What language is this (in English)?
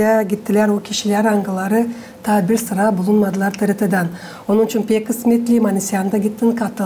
Gagauz